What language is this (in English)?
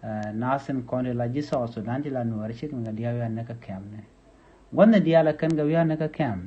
Nuer